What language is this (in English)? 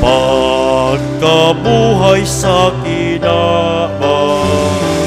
Bikol